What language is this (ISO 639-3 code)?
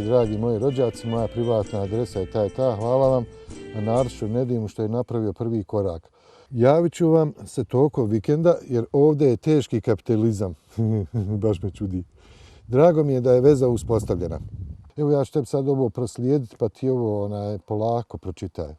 bos